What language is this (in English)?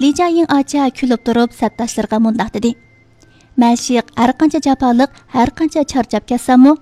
Uyghur